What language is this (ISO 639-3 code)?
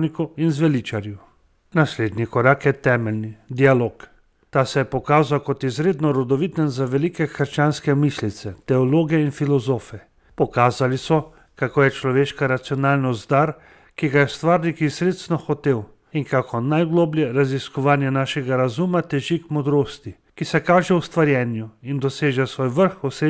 slv